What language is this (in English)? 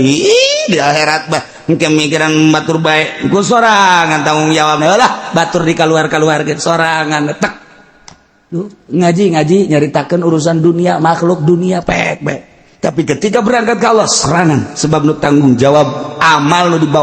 Sundanese